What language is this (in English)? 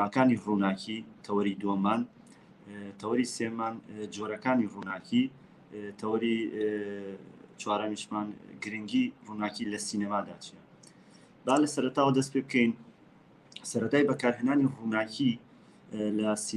Central Kurdish